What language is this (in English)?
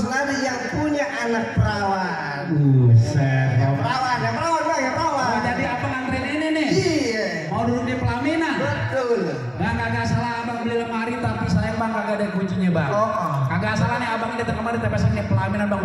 Betawi